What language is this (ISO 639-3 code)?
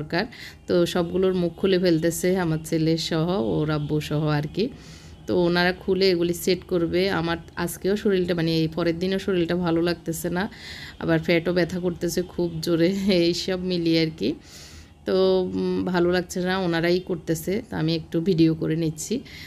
ben